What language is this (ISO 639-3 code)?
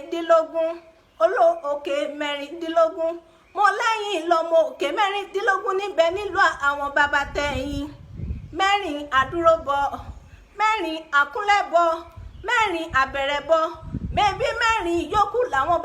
yor